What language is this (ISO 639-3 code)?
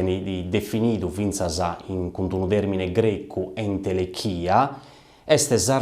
srd